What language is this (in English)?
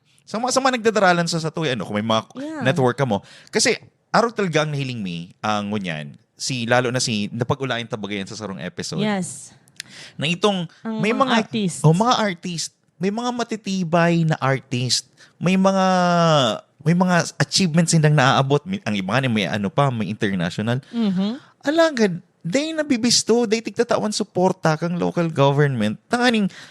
Bikol